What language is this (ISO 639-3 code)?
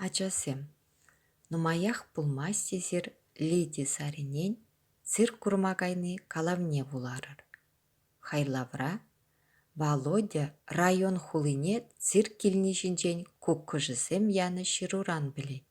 chv